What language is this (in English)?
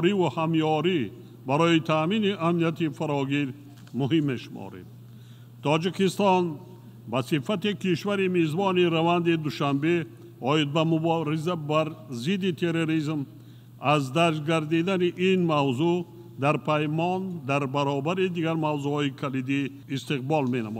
Tajik